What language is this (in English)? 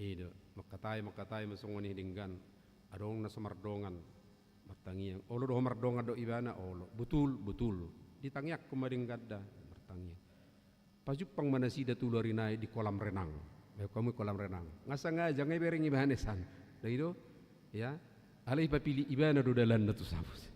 Batak Toba